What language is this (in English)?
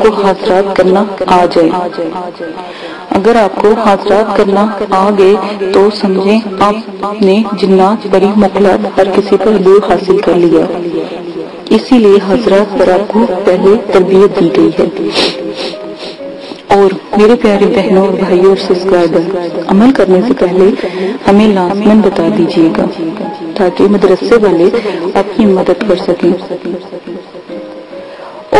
Urdu